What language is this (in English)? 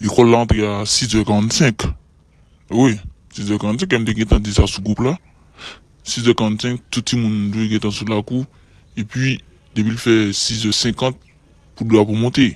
Haitian Creole